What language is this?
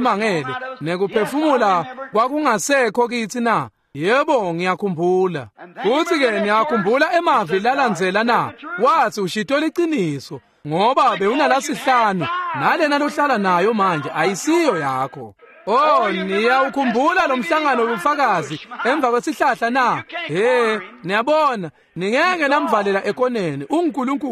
Swati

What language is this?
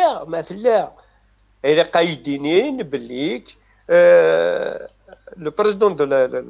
Kabyle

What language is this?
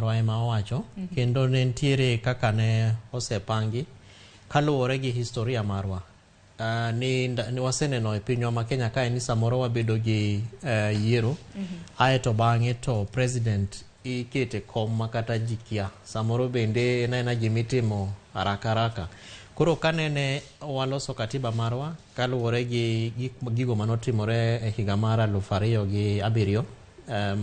Luo (Kenya and Tanzania)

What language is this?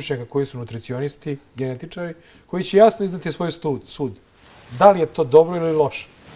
Serbian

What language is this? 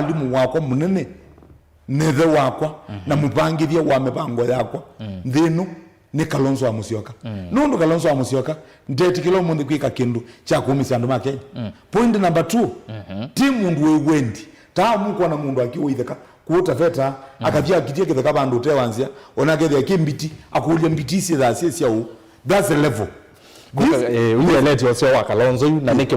Kamba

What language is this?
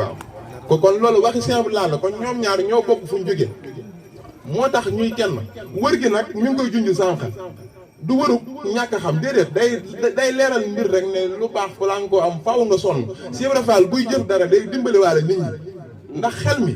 Wolof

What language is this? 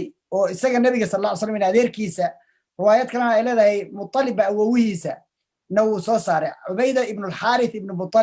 Somali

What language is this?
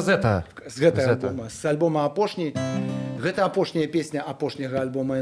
Belarusian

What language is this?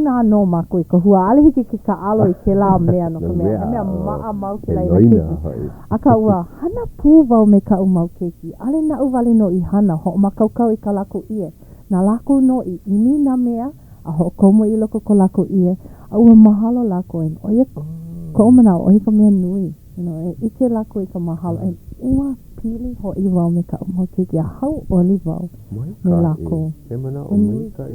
Hawaiian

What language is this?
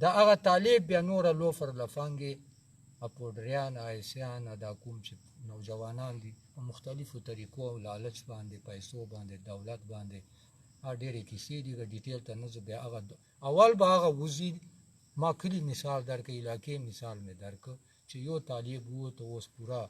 Pashto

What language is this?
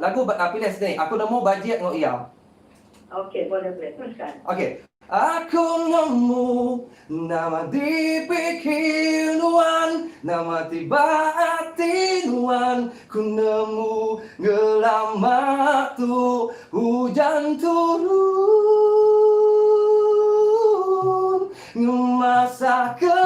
Iban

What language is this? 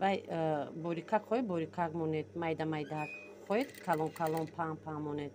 Tajik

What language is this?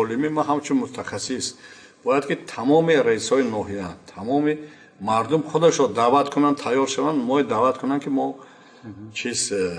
Tajik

